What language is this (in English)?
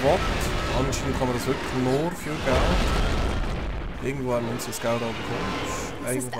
Swiss German